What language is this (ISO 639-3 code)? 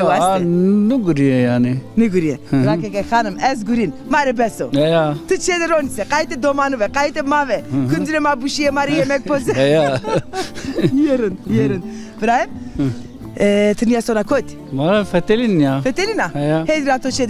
zza